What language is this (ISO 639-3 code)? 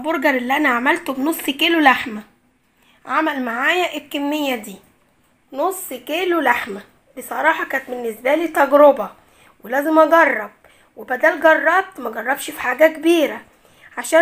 arz